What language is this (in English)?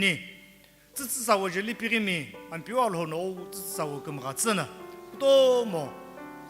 Sumi Naga